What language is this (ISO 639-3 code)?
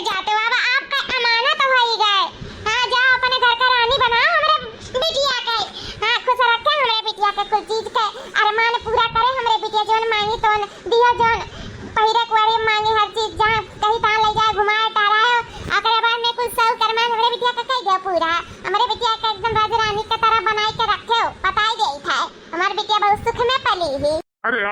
awa